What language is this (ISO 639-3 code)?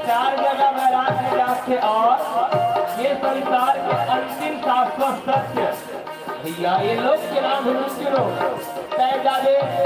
hne